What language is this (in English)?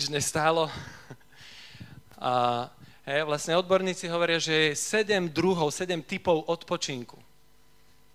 Slovak